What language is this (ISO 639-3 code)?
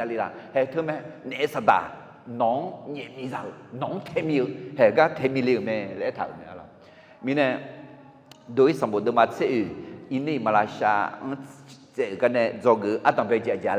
ahk